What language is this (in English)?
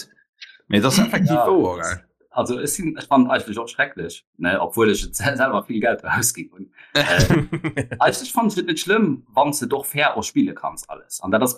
Luxembourgish